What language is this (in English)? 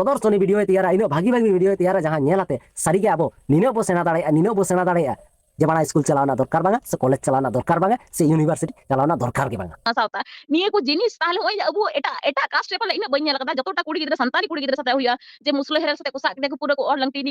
Santali